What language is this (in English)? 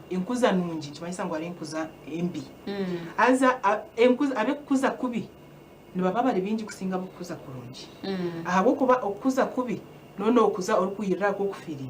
Nyankole